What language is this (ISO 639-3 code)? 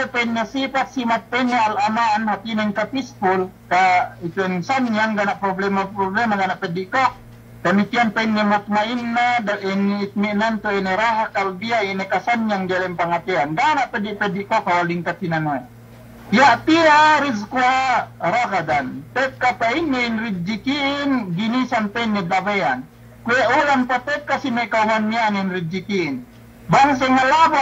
yka